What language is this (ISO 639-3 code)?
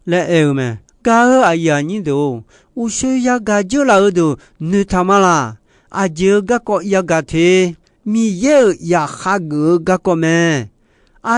ahk